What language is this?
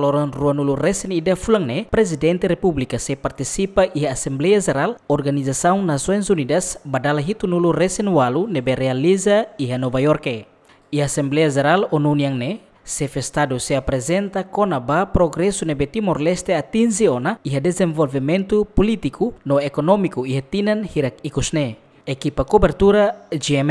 Tetum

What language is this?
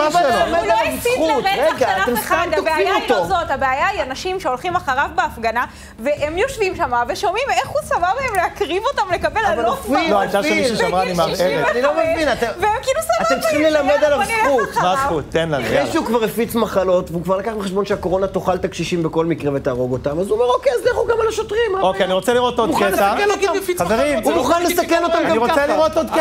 Hebrew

